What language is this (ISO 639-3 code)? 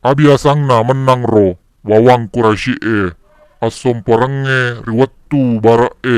bug